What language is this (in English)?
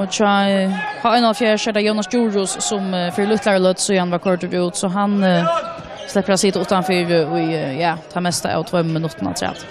Faroese